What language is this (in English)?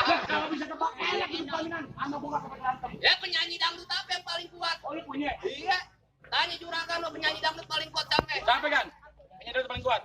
Betawi